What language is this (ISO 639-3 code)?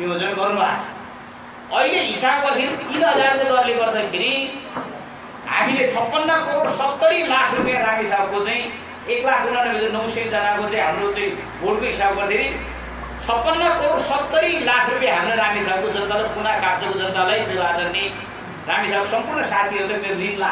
nep